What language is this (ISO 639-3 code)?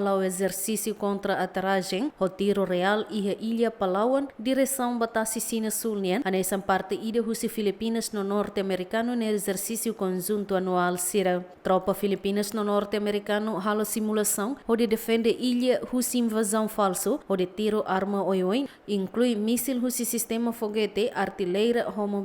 tet